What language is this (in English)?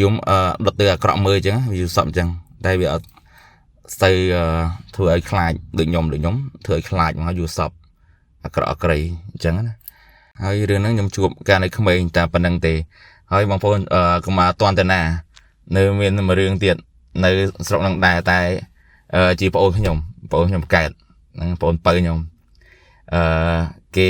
Khmer